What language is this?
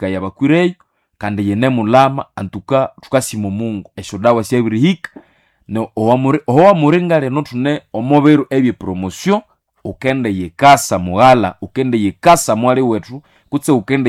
Nande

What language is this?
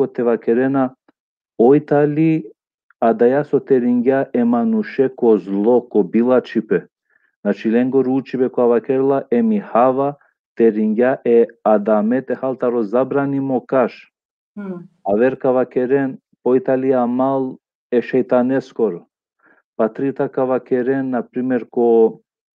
Balkan Romani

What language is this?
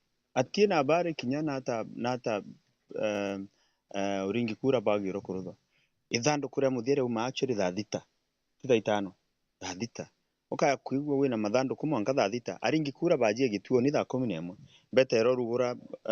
Meru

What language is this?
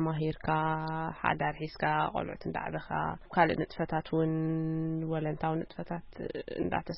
Tigrinya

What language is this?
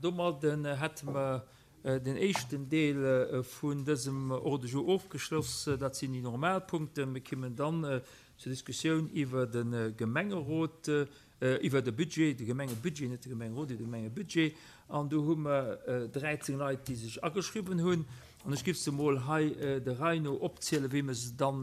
Luxembourgish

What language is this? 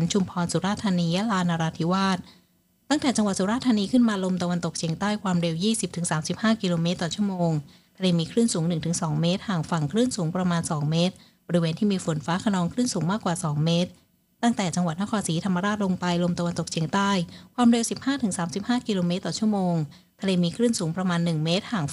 Thai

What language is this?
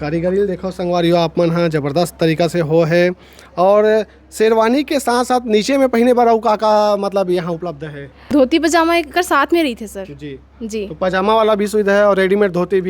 Chhattisgarhi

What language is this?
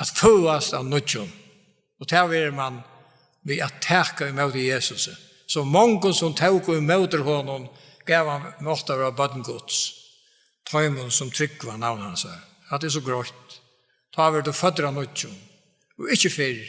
Faroese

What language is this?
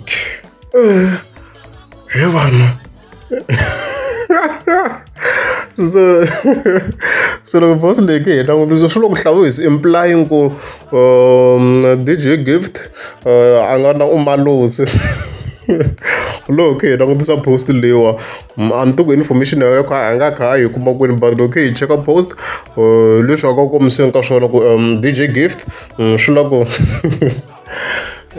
Tsonga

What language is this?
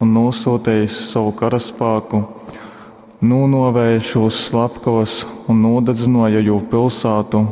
Latgalian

